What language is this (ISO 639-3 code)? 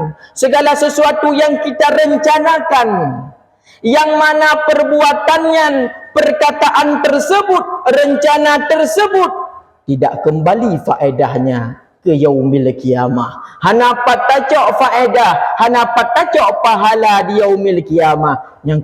ace